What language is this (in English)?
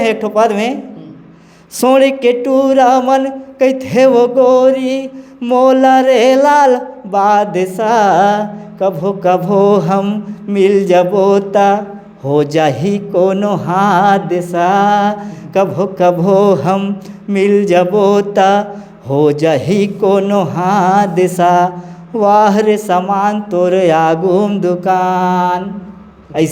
Chhattisgarhi